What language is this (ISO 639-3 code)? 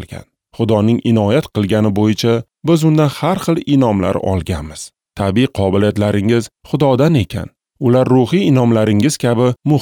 uzb